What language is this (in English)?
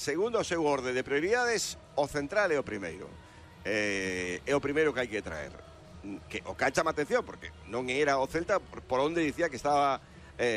Galician